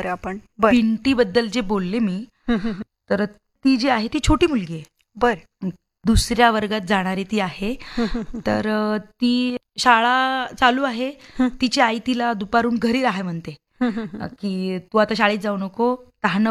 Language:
Marathi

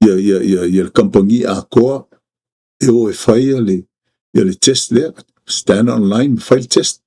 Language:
Samoan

